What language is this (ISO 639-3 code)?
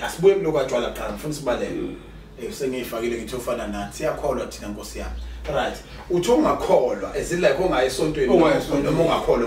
zul